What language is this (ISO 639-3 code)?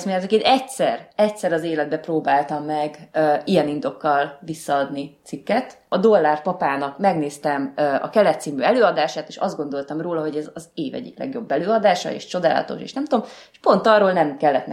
hun